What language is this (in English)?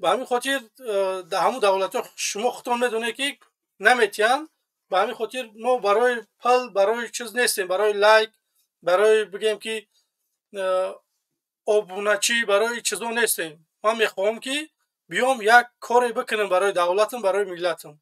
Tajik